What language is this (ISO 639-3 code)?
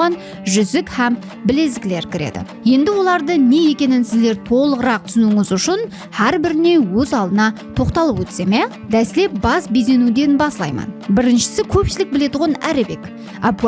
kaa